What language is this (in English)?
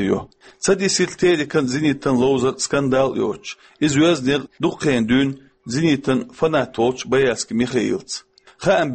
Chechen